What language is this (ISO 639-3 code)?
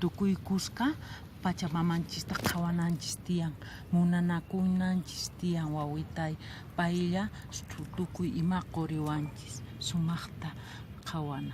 que